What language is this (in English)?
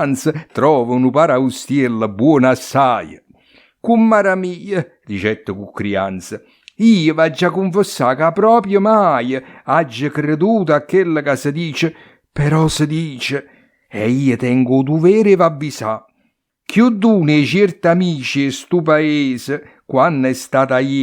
Neapolitan